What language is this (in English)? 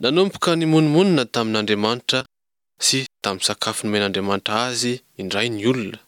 Malagasy